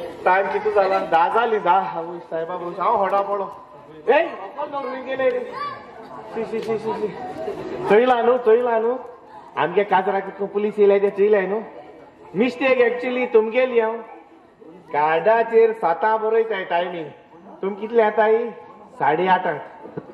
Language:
Konkani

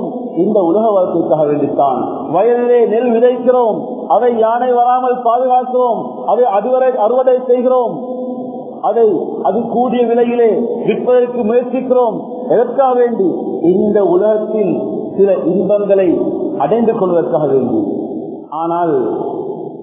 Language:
Tamil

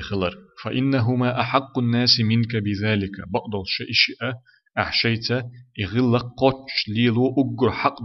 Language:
Chechen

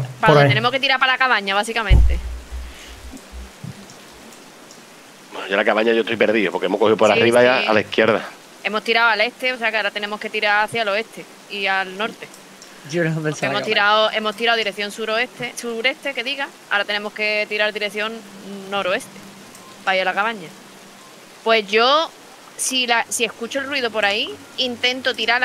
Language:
Spanish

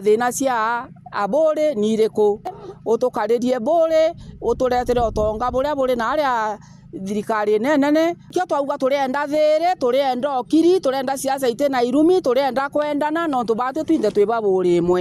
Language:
Meru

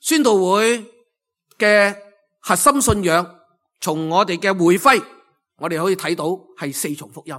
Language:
Cantonese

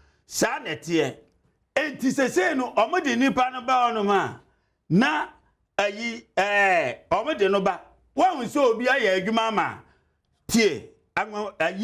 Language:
Akan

